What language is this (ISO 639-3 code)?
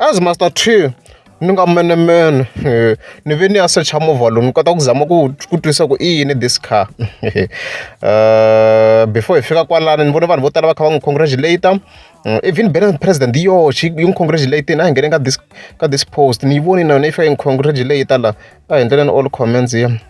tso